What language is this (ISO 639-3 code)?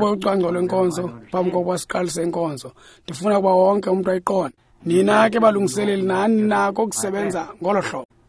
xho